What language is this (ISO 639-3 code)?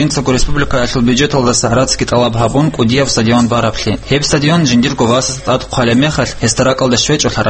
ava